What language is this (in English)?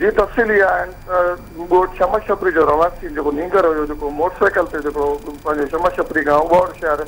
Sindhi